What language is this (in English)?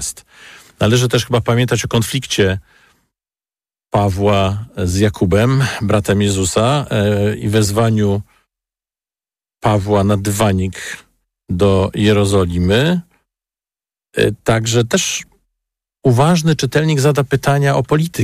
Polish